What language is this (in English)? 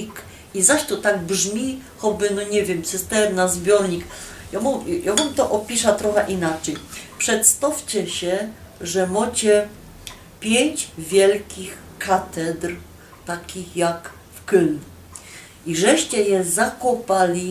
Silesian